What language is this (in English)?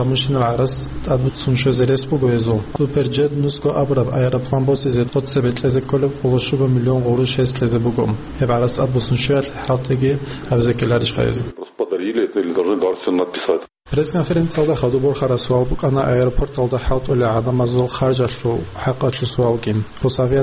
Avaric